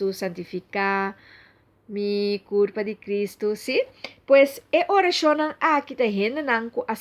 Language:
Papiamento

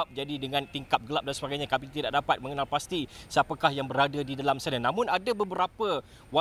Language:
Malay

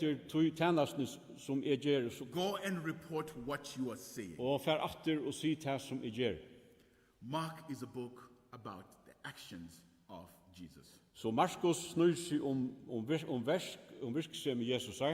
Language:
Faroese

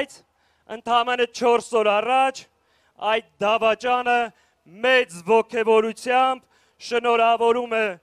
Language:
Armenian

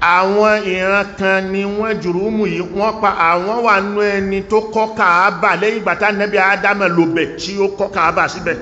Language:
Yoruba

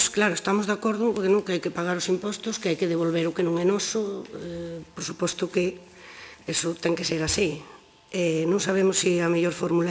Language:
Galician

